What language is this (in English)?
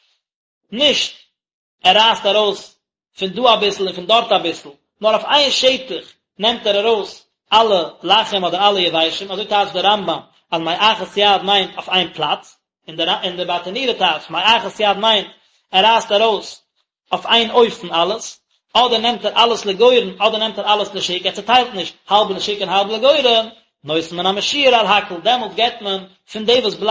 Yiddish